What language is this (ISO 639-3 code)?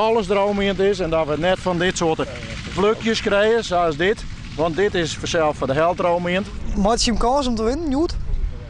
fry